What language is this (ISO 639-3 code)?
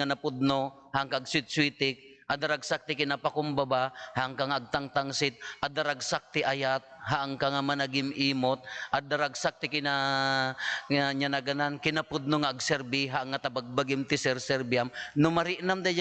ilo